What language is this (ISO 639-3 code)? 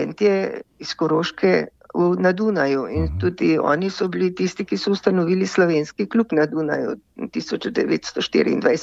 slv